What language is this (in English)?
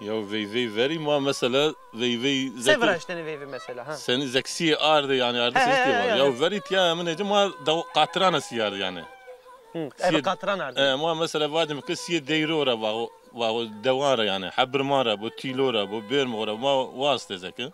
Zaza